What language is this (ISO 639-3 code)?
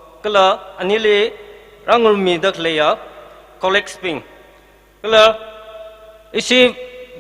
nmf